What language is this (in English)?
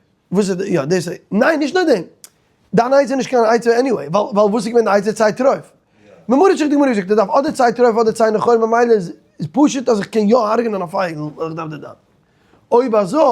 Yiddish